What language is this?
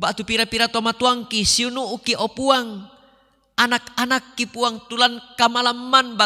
Toraja-Sa'dan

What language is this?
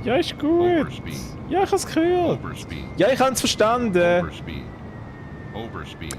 Swiss German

